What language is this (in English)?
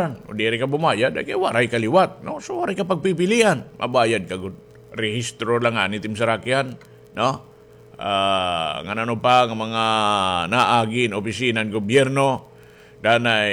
Waray